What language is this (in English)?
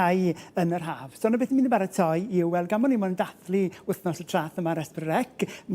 Welsh